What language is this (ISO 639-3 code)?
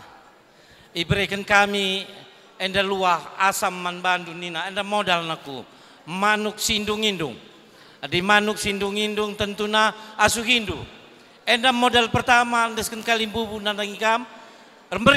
btx